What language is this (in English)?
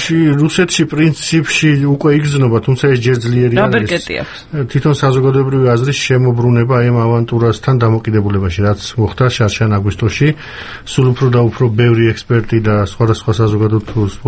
Georgian